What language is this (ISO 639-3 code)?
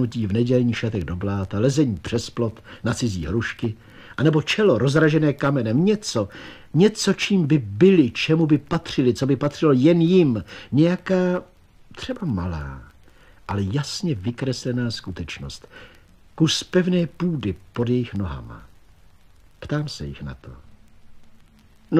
ces